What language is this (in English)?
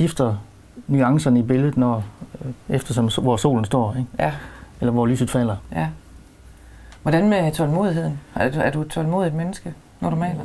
Danish